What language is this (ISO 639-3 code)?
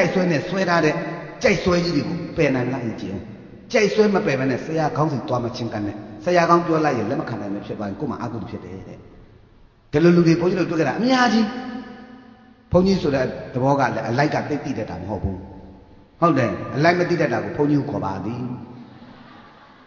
mya